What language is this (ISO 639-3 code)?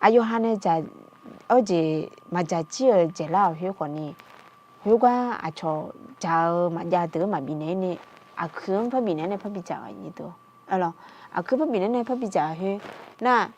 ahk